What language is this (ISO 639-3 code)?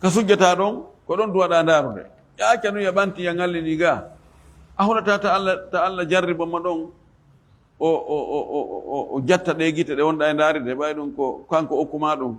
ful